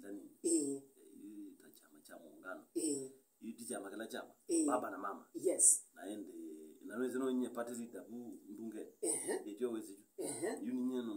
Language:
Kamba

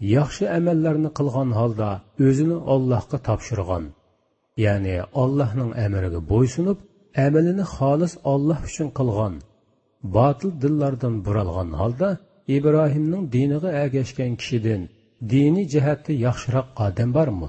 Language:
Uyghur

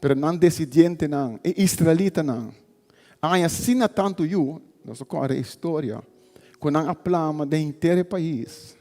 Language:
Papiamento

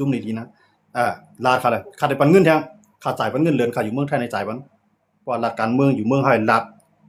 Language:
Shan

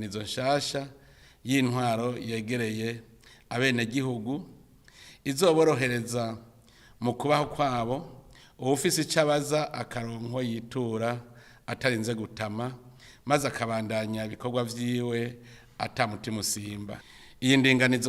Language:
Rundi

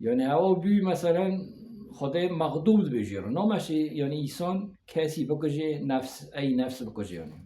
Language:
Kurdish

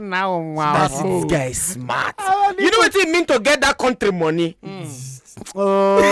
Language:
Nigerian Pidgin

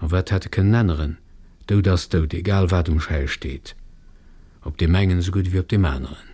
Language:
Luxembourgish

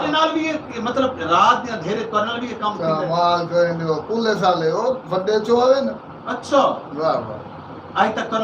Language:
Saraiki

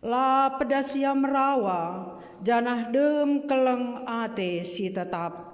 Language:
Batak Karo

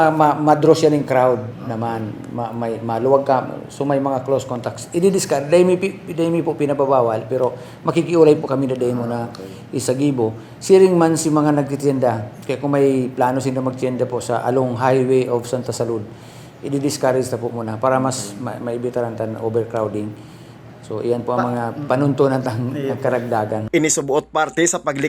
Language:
Bikol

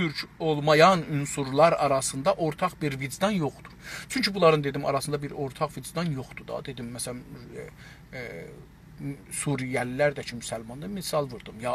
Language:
South Azerbaijani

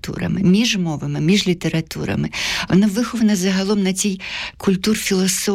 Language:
Ukrainian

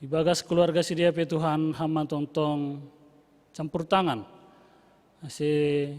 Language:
Batak Simalungun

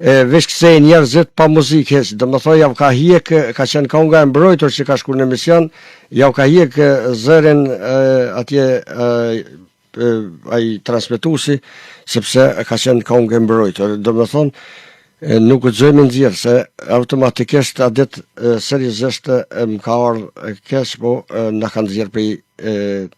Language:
Albanian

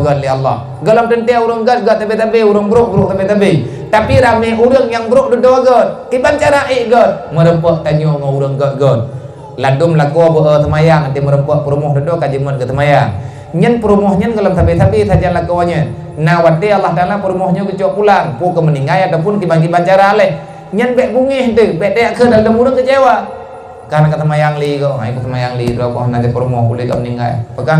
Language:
Achinese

